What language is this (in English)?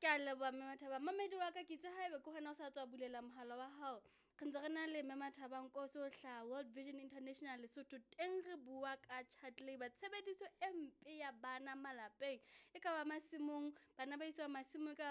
Southern Sotho